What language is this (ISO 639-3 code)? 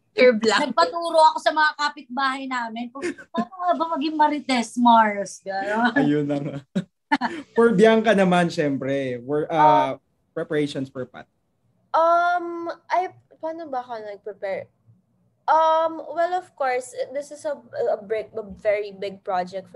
fil